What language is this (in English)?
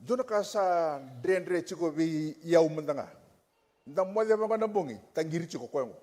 Fijian